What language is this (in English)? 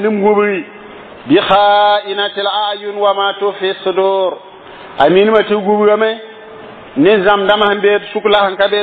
Mossi